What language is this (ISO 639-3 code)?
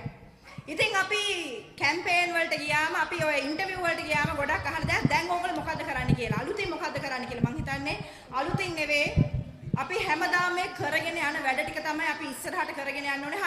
sin